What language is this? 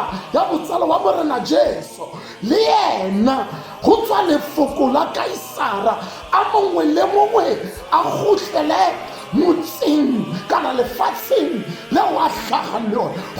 Tswana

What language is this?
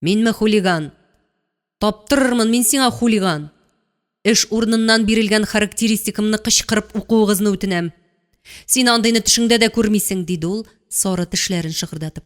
Tatar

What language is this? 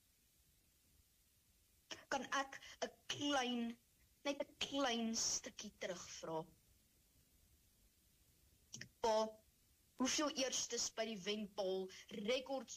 Afrikaans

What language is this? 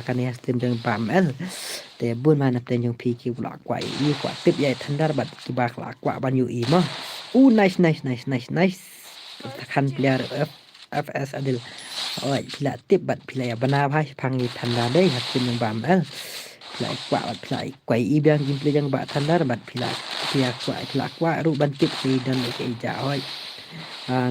Khasi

